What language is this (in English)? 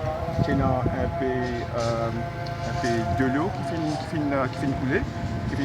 Morisyen